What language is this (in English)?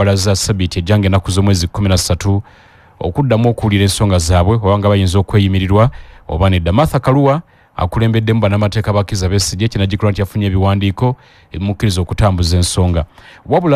Ganda